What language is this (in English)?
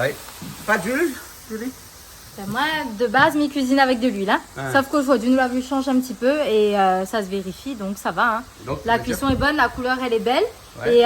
Réunion Creole French